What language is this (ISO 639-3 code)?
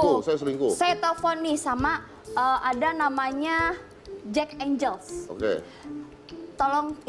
ind